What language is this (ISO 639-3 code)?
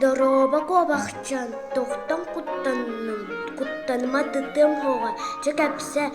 sah